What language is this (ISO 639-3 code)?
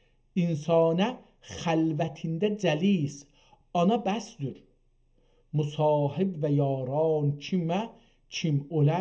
azb